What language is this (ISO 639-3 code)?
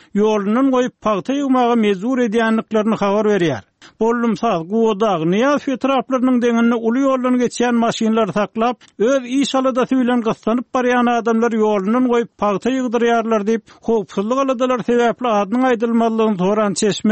tuk